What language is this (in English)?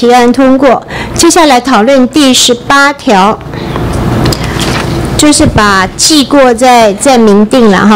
Chinese